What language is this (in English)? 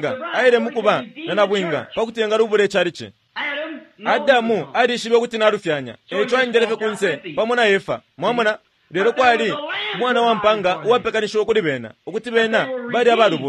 Bemba